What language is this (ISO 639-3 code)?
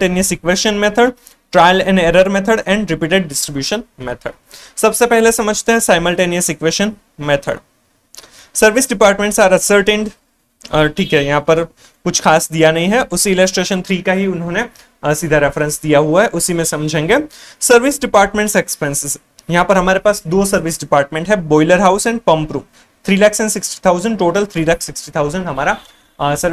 hin